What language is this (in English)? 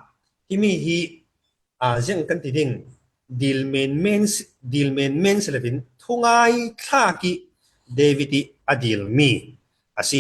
Falam Chin